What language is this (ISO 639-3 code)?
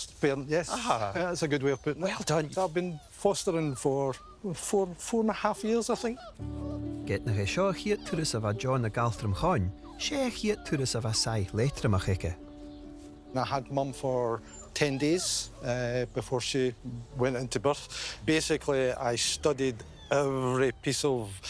gla